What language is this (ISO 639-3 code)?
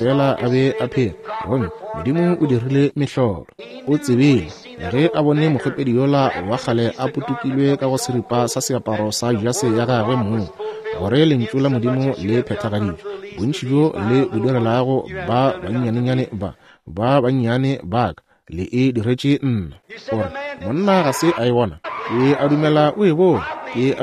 nso